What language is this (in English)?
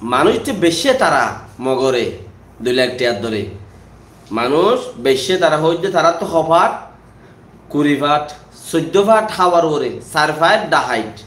Rohingya